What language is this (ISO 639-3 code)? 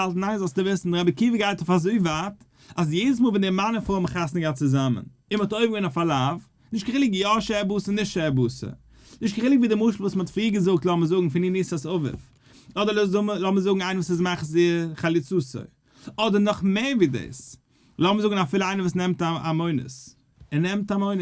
yid